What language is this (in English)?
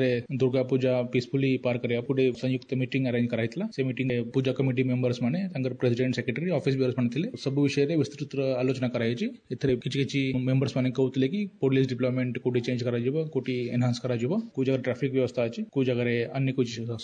Odia